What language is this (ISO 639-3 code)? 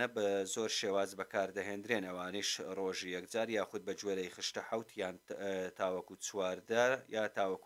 ckb